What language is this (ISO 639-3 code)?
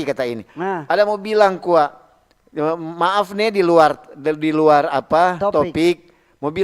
xmm